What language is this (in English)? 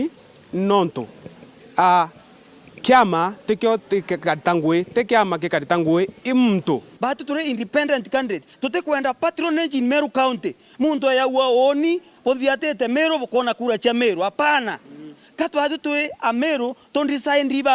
Meru